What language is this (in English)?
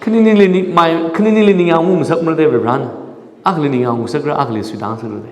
Tangkhul Naga (India)